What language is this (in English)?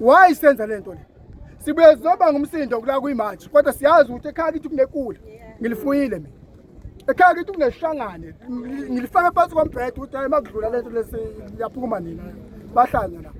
Zulu